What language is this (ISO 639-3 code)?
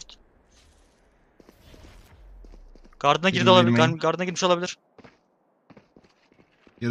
tur